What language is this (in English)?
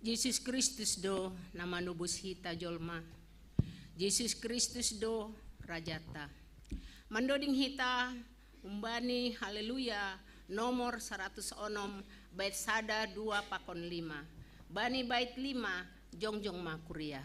Batak Simalungun